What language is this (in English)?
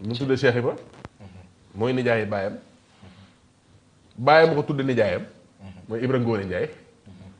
Wolof